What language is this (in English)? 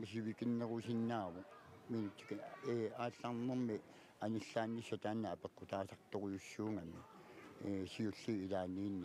Kalaallisut